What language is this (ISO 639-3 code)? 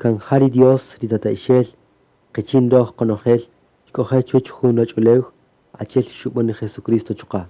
cak